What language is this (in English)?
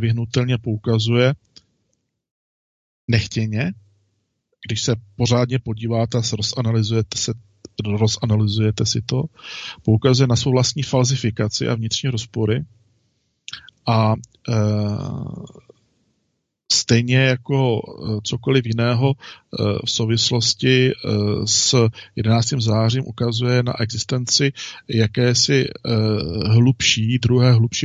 Czech